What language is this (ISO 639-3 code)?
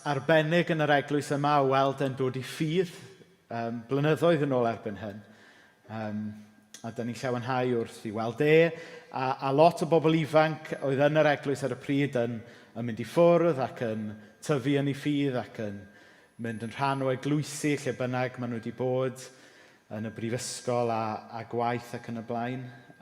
cym